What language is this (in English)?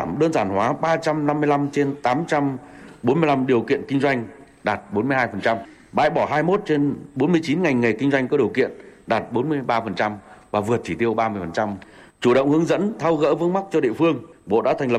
Vietnamese